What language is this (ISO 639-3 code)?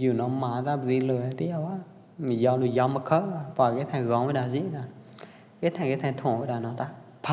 kjp